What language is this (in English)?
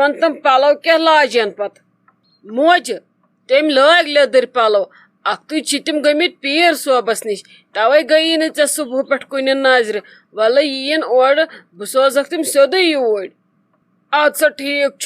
Kashmiri